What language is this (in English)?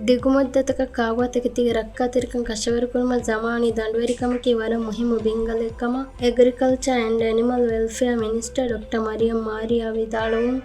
Divehi